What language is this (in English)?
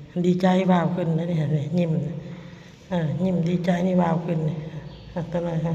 Northeastern Thai